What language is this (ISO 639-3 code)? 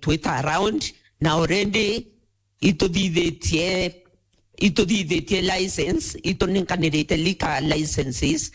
mer